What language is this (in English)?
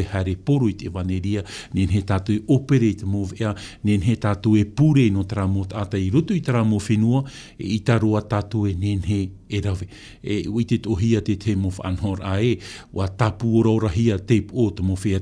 Tahitian